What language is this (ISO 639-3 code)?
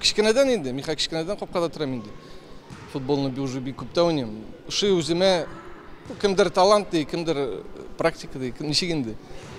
tat